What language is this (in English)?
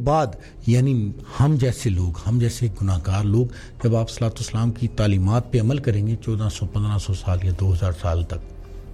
Urdu